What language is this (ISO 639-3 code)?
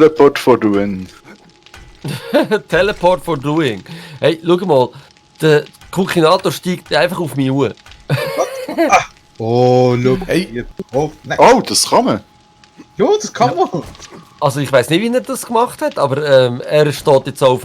gsw